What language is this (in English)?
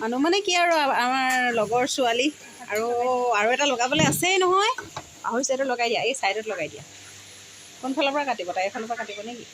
Assamese